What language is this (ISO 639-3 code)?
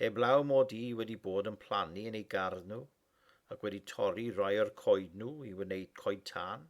cym